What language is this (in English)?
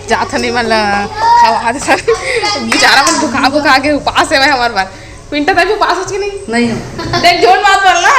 Chhattisgarhi